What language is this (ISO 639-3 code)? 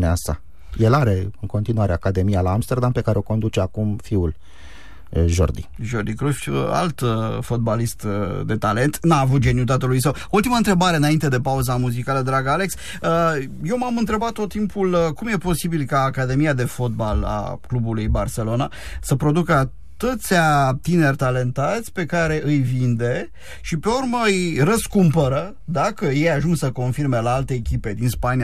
ron